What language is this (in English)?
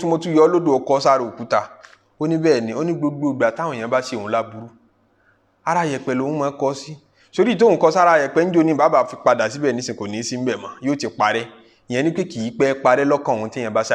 Yoruba